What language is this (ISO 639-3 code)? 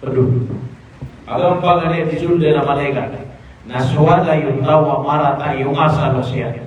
mrw